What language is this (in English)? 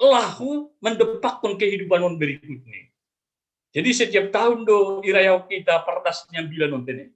Batak Simalungun